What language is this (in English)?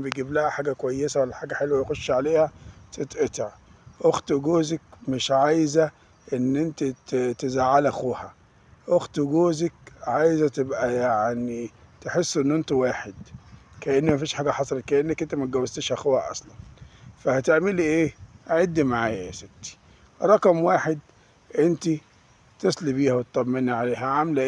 Egyptian Arabic